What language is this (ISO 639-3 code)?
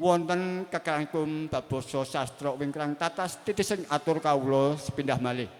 jav